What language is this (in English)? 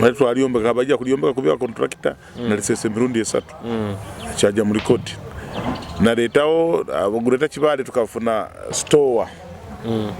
Nyoro